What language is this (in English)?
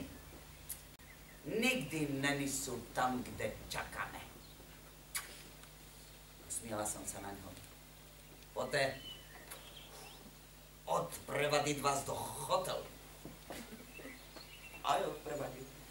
Slovak